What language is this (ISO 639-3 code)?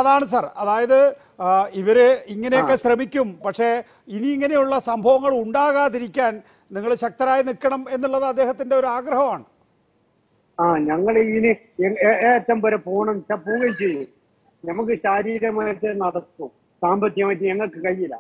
mal